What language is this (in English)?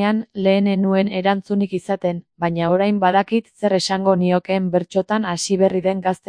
Basque